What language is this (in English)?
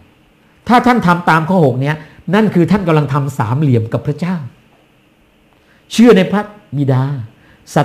Thai